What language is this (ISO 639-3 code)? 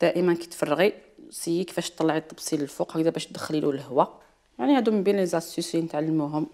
arq